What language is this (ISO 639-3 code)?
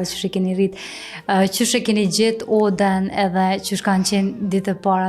sqi